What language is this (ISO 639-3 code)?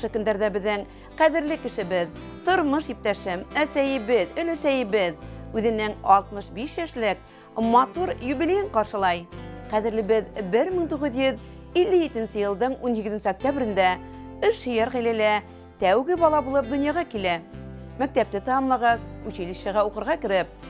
bak